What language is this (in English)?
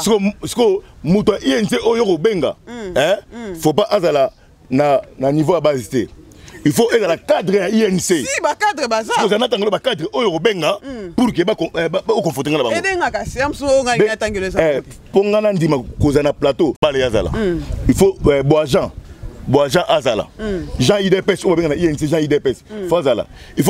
Lingala